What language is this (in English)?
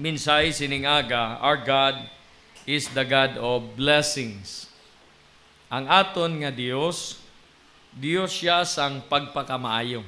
Hiligaynon